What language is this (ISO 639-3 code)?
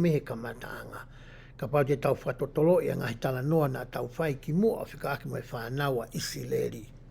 ton